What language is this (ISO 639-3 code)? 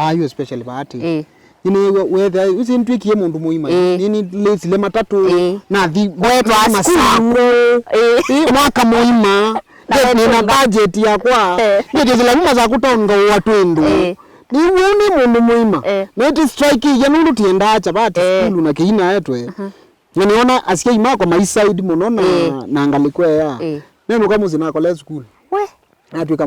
kam